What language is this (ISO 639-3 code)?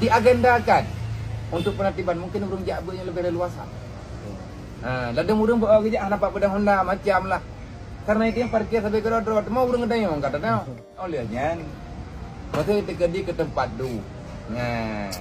ace